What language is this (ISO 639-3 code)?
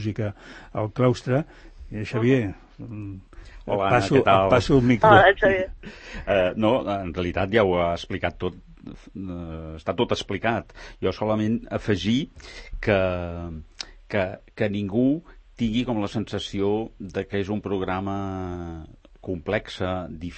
cat